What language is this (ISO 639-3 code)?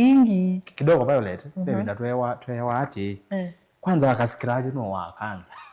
kam